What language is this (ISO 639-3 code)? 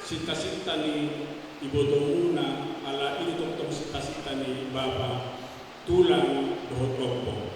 bbc